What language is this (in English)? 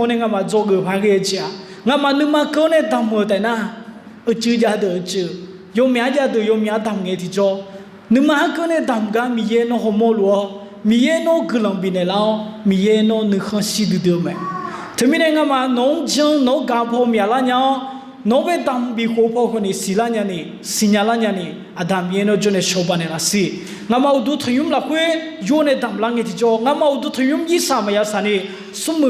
Akha